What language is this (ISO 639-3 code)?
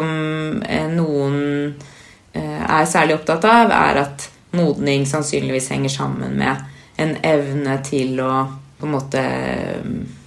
nor